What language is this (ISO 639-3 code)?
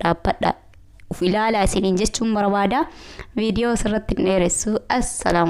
orm